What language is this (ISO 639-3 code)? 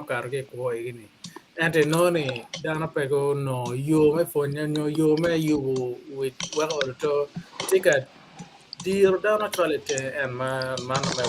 ach